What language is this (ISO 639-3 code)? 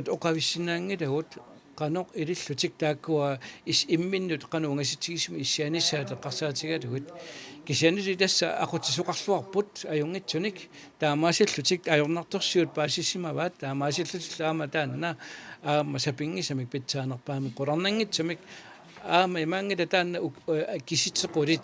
kal